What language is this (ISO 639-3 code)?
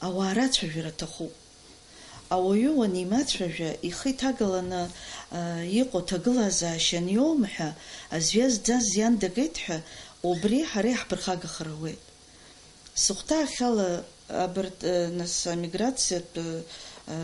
abk